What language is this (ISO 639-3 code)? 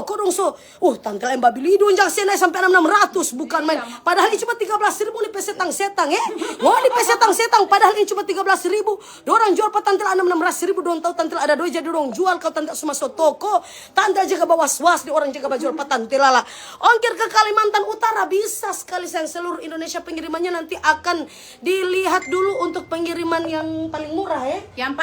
xmm